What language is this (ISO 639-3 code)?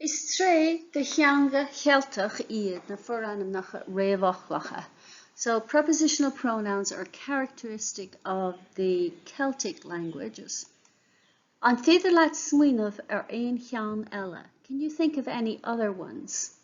gle